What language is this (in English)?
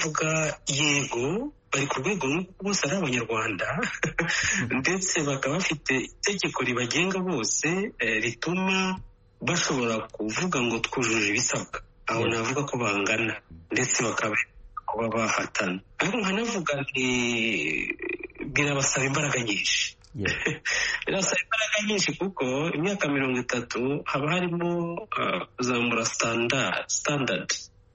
Kinyarwanda